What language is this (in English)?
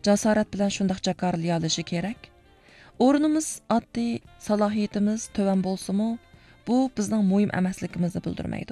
Uyghur